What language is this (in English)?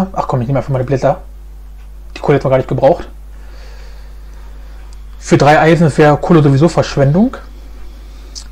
German